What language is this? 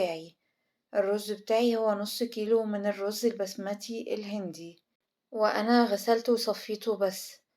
Egyptian Arabic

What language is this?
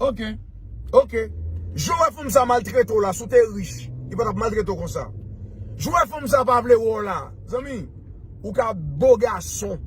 Haitian Creole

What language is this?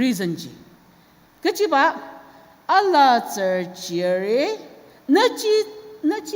Ao Naga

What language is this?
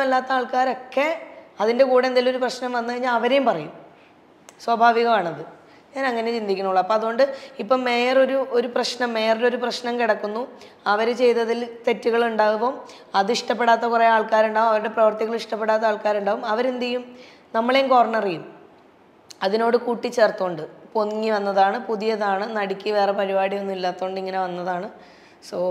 Malayalam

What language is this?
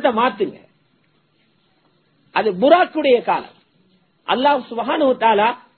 Tamil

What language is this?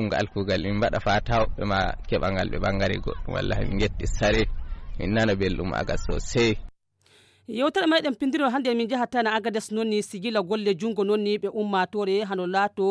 Fula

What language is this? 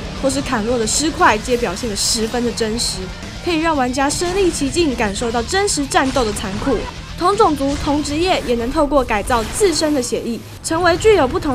Chinese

